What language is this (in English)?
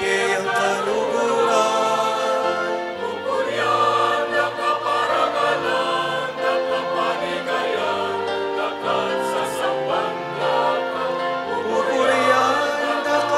Pampanga